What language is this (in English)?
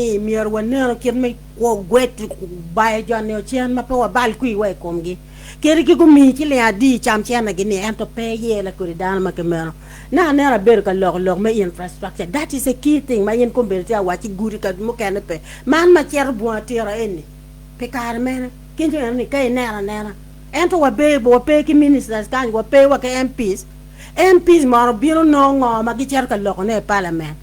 Acoli